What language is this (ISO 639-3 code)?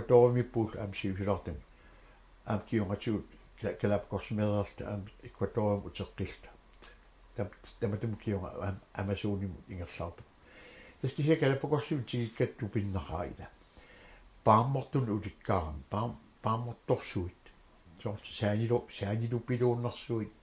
kal